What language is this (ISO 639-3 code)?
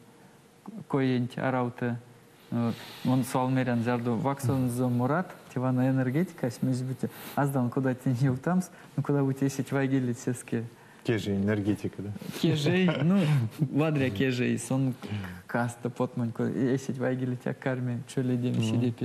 myv